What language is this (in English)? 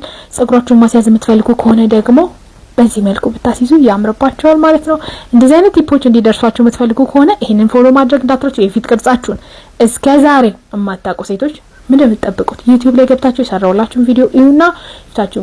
Amharic